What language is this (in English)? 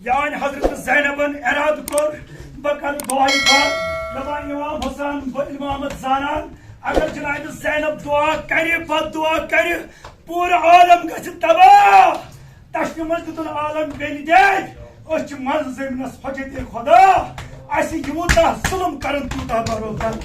Kashmiri